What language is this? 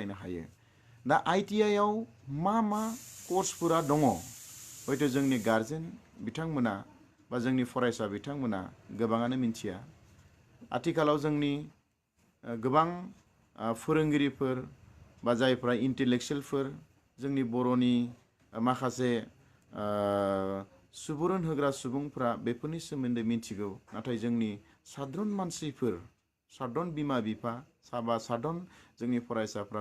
Bodo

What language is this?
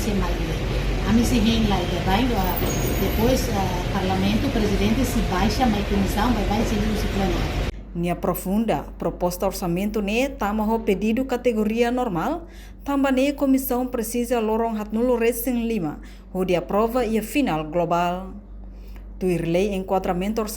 Tetum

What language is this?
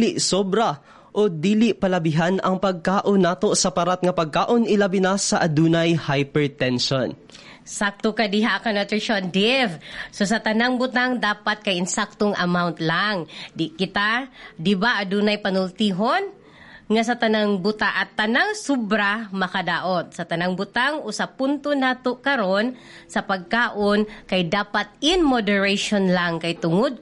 Cebuano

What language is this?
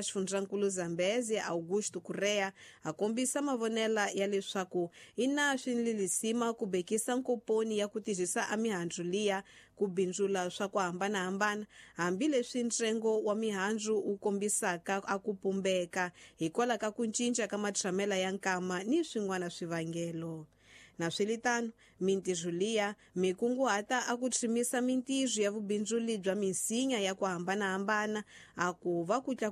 Tsonga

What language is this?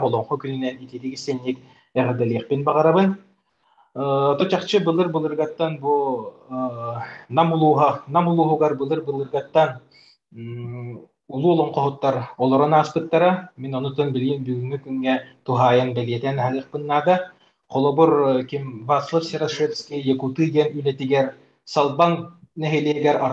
Yakut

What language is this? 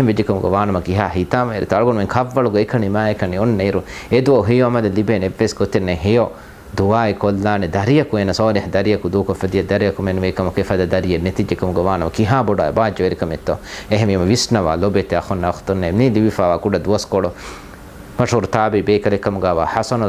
Divehi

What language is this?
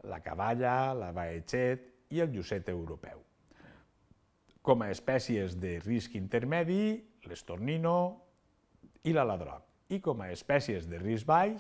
Catalan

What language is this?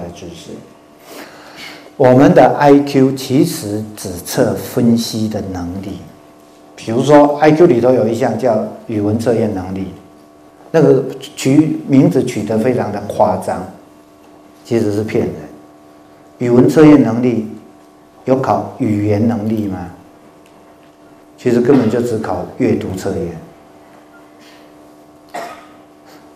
Chinese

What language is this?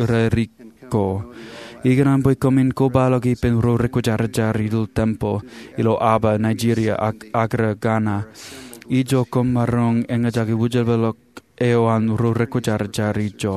Marshallese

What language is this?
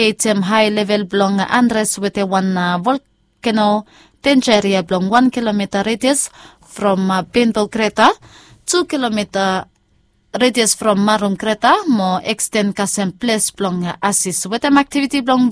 Bislama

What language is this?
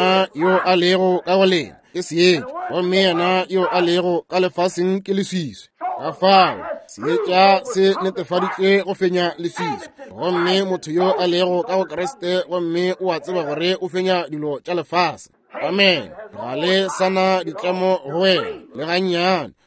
Northern Sotho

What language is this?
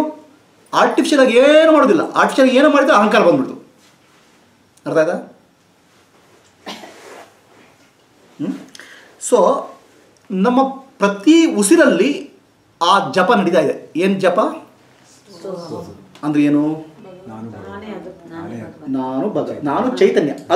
Kannada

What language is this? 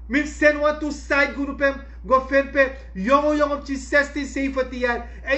Sranan Tongo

